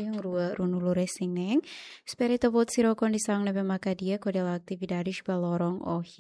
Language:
Tetum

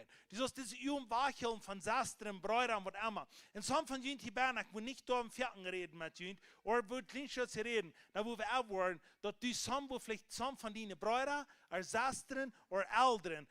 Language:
Plautdietsch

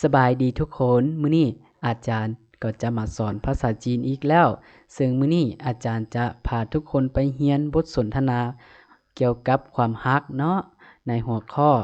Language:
Lao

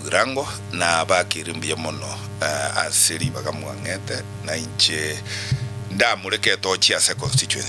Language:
Gusii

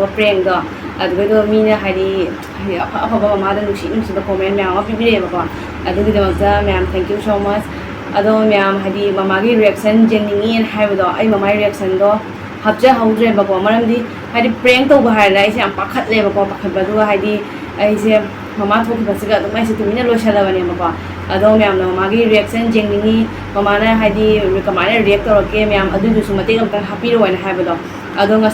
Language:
Manipuri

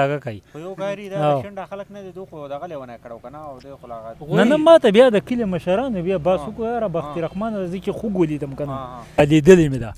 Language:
Pashto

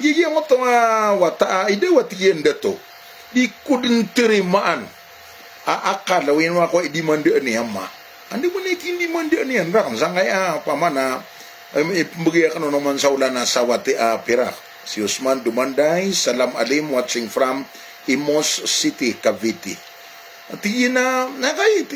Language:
Maranao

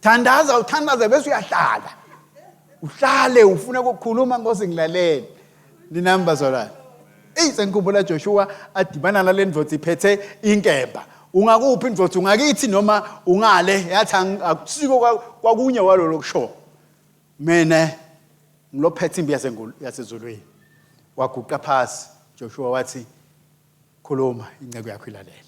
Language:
Swati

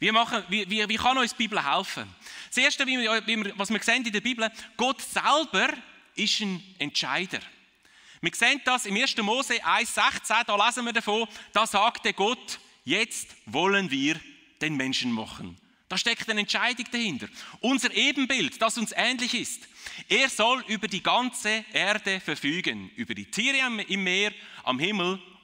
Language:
Swiss German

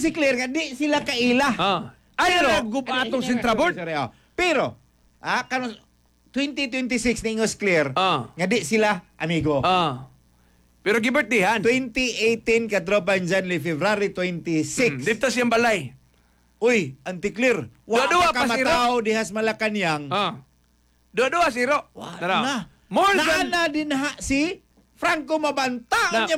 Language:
Cebuano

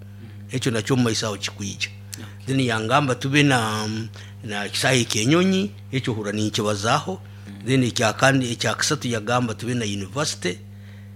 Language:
Nyoro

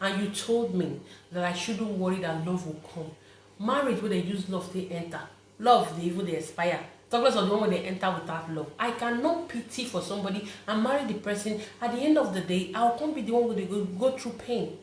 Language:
Nigerian Pidgin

